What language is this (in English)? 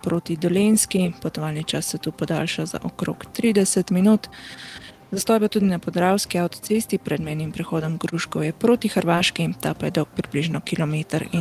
Slovenian